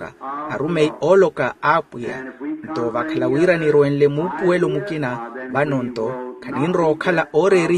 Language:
Makhuwa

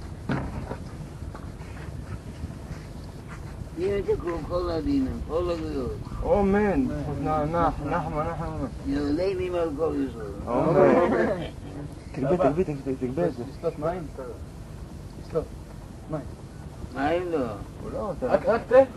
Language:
Hebrew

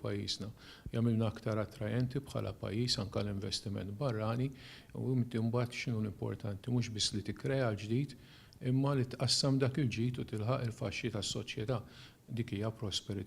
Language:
Maltese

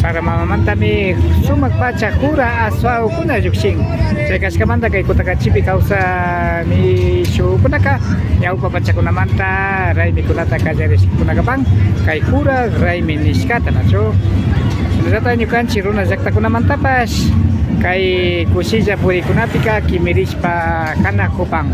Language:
Imbabura Highland Quichua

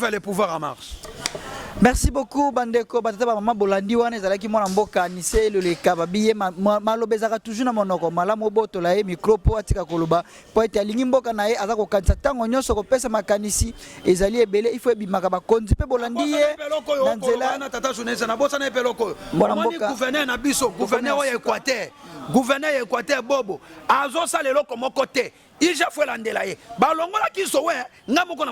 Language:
Lingala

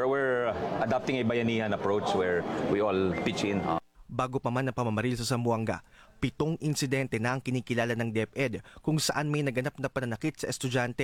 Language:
Filipino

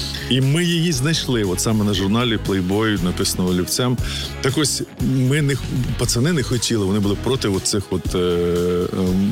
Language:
Ukrainian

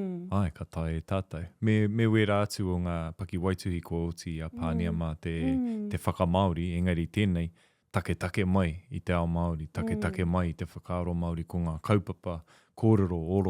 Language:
Māori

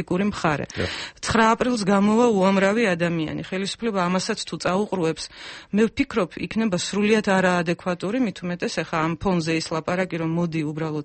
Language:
Georgian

